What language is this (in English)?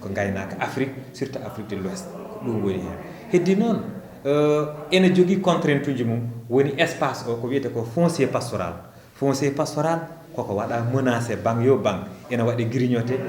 Fula